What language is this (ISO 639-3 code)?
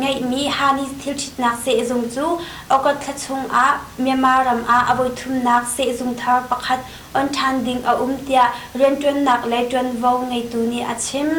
cnh